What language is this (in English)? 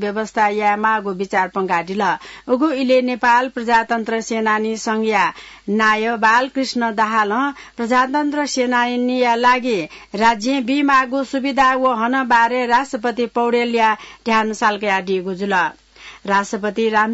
Newari